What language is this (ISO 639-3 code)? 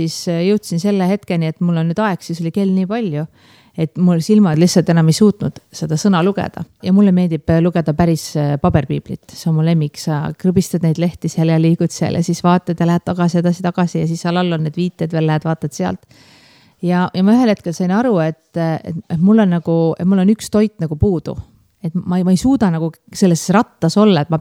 est